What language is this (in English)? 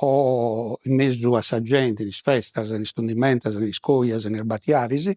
Sardinian